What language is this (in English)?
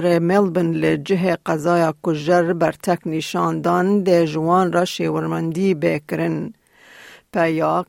Kurdish